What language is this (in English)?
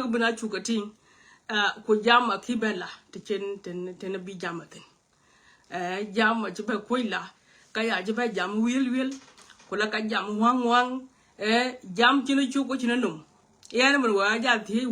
Nuer